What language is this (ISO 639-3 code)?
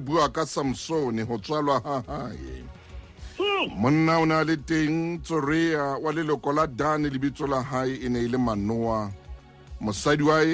sot